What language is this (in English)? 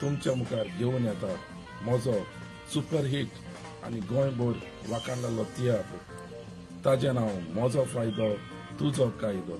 Konkani